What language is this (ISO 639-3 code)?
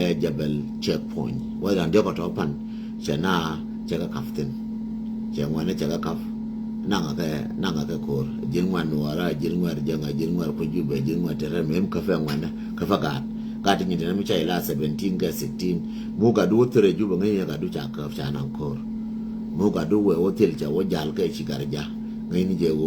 nus